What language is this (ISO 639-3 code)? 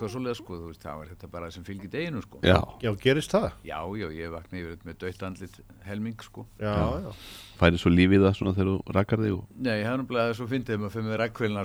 isl